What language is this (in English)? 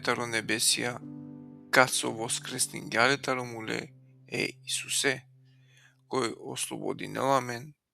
Balkan Romani